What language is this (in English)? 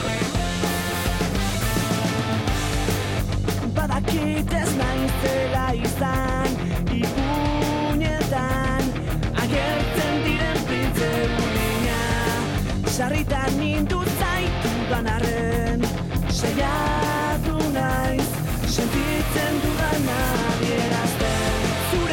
Basque